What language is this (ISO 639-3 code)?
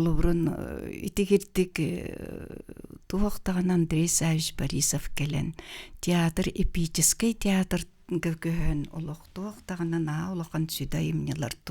sah